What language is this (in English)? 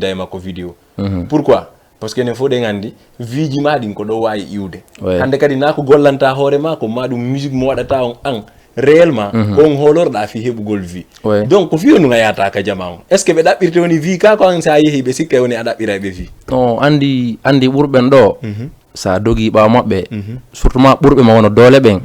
Fula